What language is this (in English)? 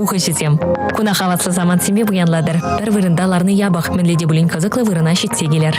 Chuvash